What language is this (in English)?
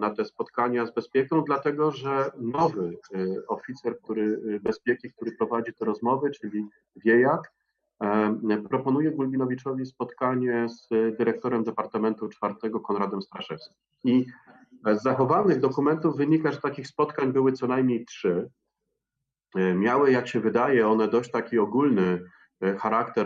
Polish